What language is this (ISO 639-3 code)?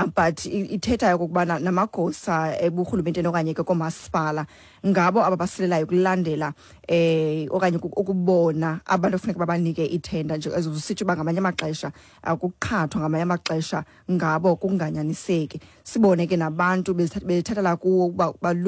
xho